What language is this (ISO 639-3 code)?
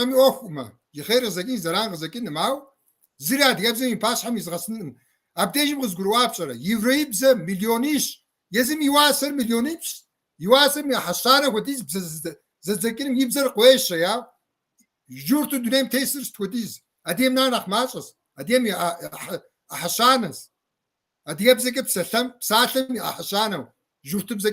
kbd